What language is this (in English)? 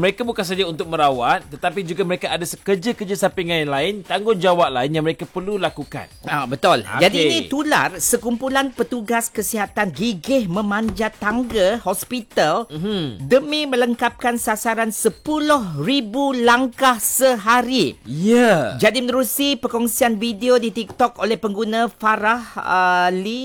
Malay